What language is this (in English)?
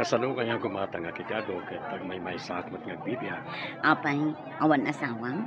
Iloko